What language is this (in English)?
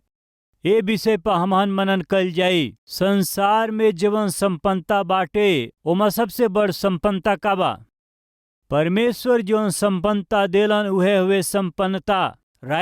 Bhojpuri